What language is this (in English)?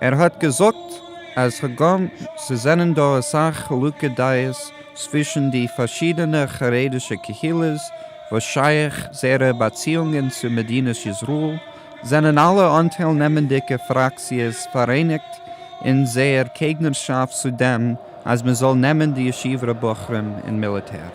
Yiddish